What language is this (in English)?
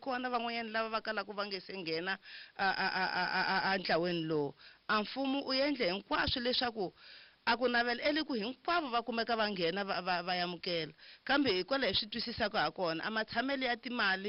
Tsonga